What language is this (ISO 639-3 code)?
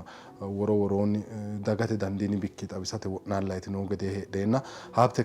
sid